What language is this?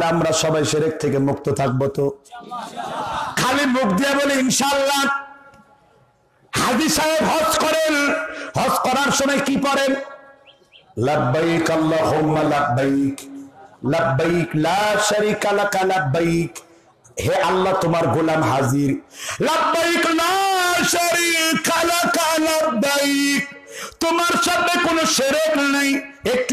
Bangla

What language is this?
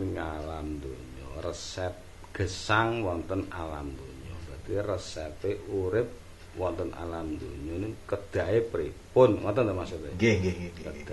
Javanese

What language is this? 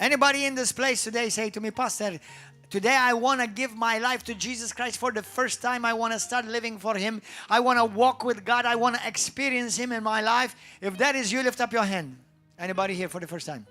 English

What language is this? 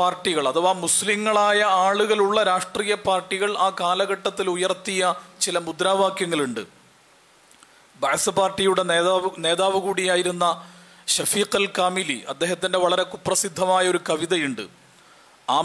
Malayalam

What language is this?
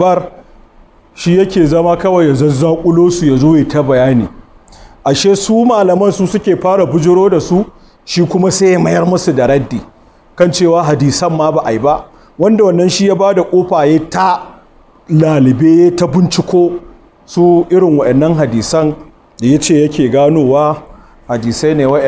Hausa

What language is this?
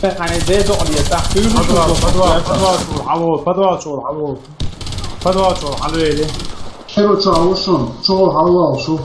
Chechen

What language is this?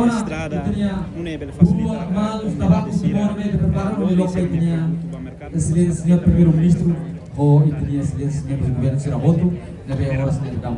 Tetum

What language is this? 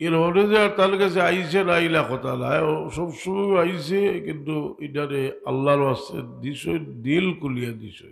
Sylheti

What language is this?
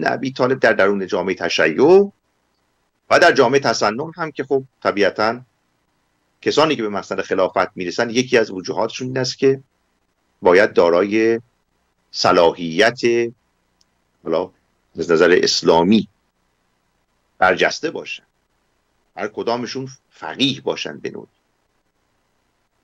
Persian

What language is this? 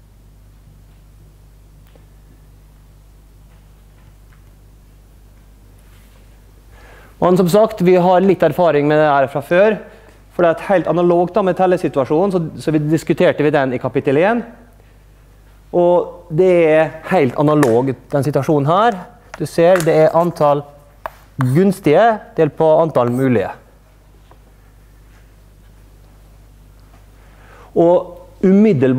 Norwegian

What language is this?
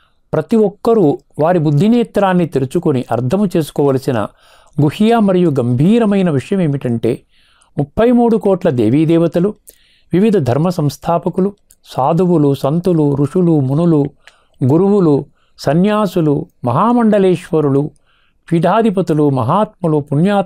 Telugu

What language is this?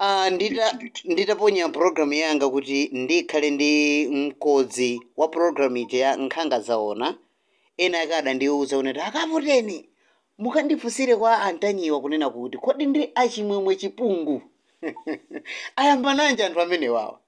Nyanja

